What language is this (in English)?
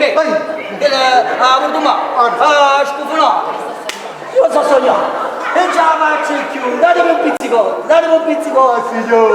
Neapolitan